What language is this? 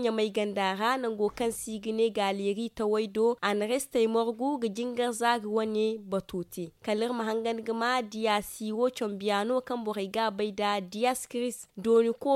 Zarma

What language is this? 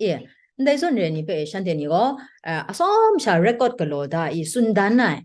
Kachin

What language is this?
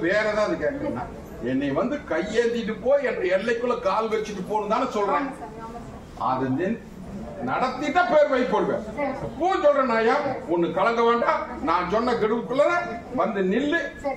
Tamil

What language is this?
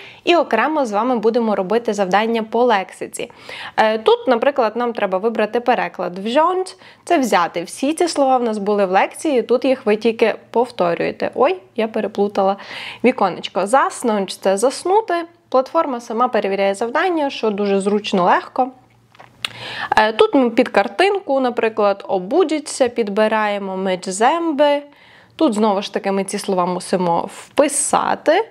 Ukrainian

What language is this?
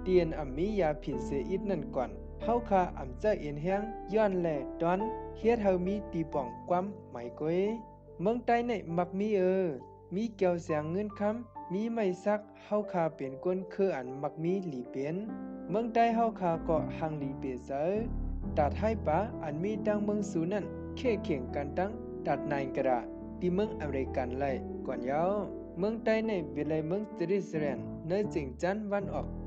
Shan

